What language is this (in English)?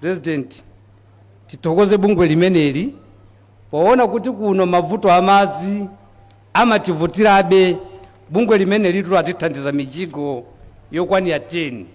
Nyanja